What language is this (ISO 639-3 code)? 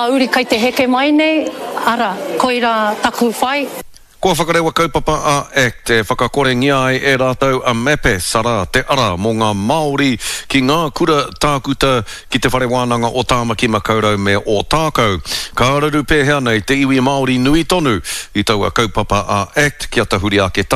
mri